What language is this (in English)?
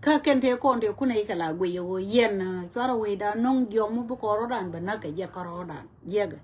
Nuer